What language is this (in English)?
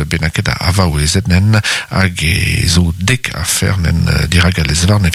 Breton